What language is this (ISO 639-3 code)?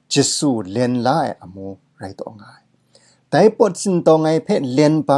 kac